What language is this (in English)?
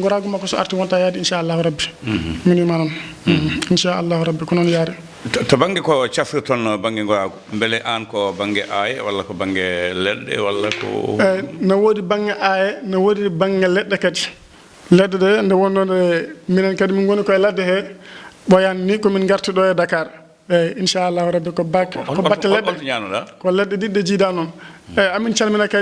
Fula